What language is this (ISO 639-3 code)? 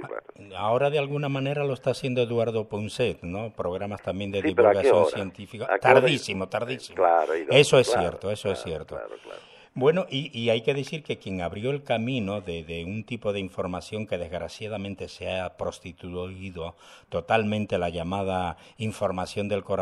spa